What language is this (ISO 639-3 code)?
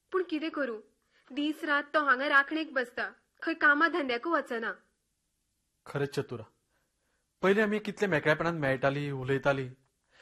kok